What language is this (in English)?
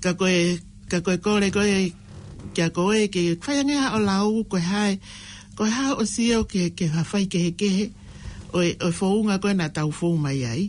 Tongan